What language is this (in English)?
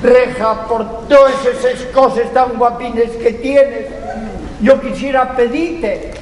Asturian